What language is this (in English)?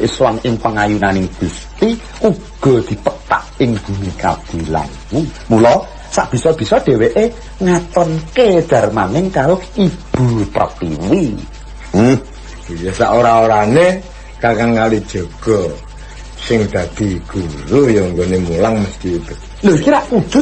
Javanese